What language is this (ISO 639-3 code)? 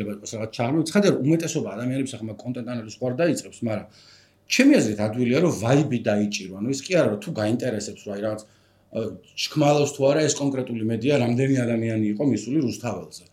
kat